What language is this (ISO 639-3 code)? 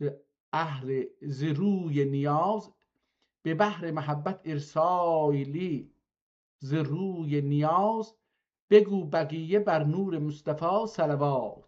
azb